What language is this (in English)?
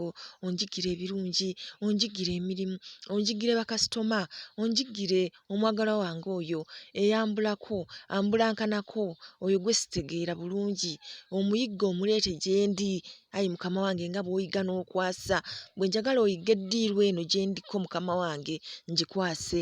Ganda